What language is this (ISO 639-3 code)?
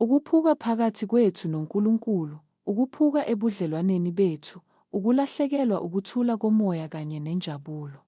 zul